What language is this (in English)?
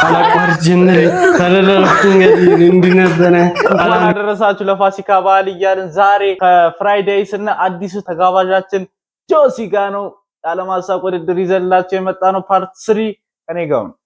Amharic